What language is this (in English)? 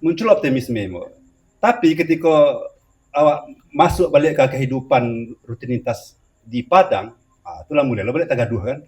Minangkabau